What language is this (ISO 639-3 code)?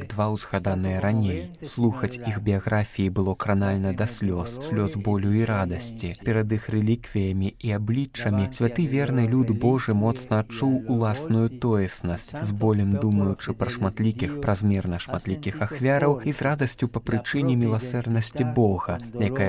bel